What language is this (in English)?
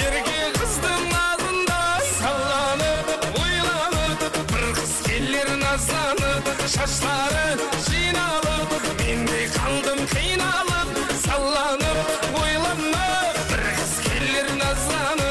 Kara-Kalpak